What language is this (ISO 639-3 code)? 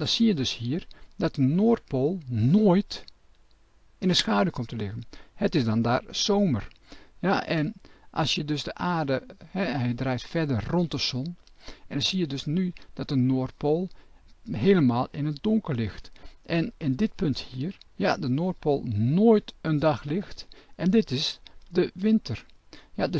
nld